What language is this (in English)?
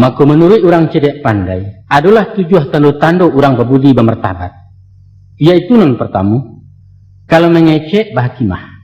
Minangkabau